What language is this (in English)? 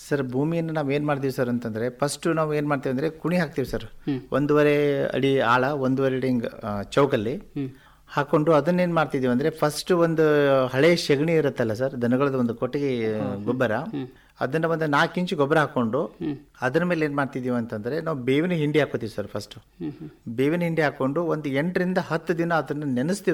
Kannada